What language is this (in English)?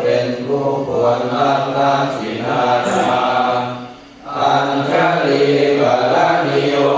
Pali